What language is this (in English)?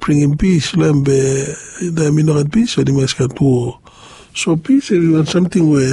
Bislama